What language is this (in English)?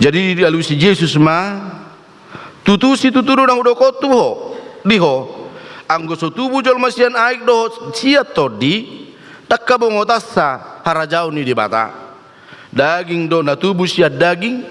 Batak Toba